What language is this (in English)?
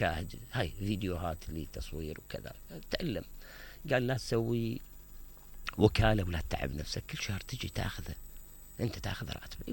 Mesopotamian Arabic